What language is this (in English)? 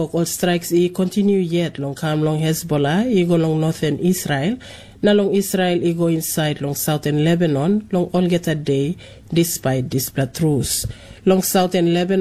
Tok Pisin